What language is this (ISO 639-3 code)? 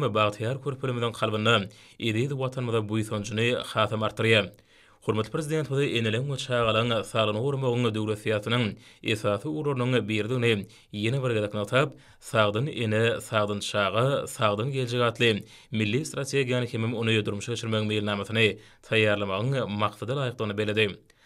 tuk